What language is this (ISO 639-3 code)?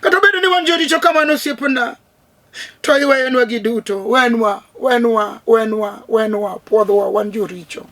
luo